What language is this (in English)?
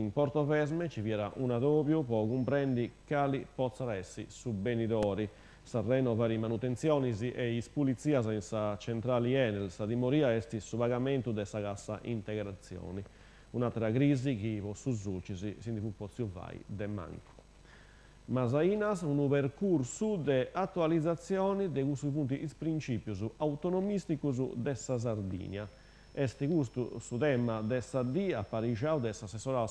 Sardinian